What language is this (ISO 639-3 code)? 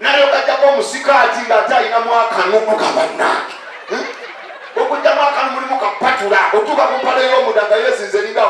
lug